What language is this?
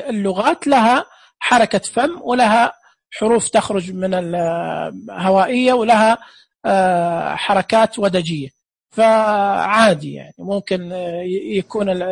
Najdi Arabic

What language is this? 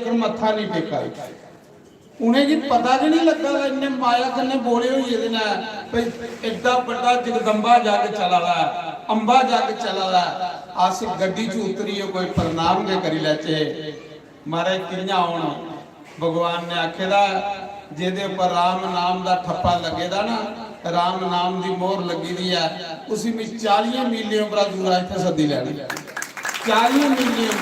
Dogri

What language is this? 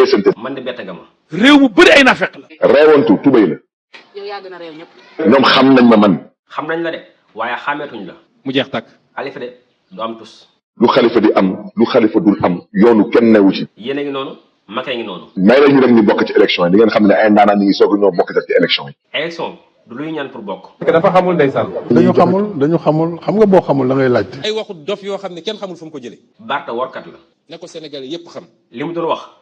Wolof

